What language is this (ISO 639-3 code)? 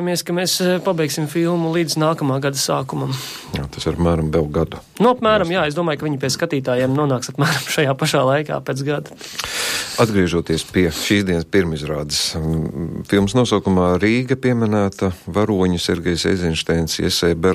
lav